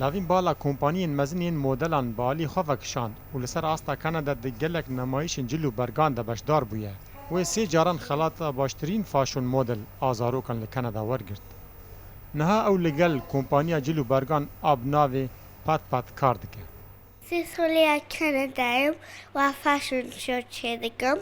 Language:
Kurdish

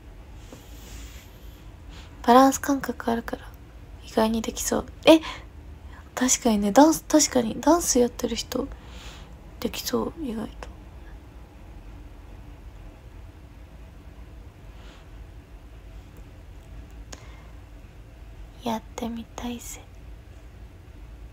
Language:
Japanese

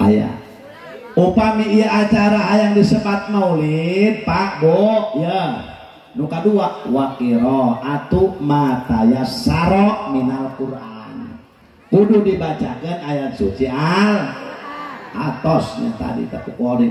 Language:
Sundanese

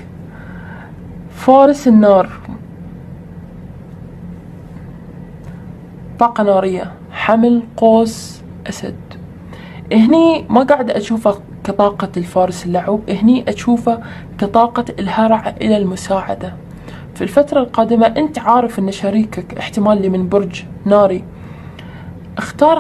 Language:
Arabic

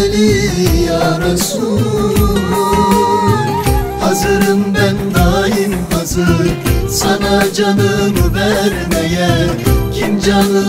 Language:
Turkish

